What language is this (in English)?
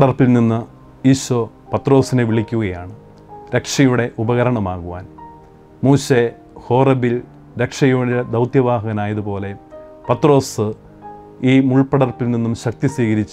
Malayalam